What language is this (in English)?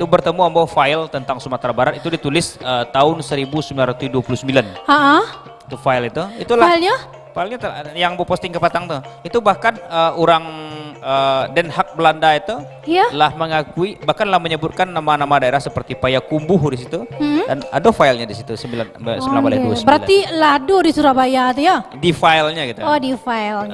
Minangkabau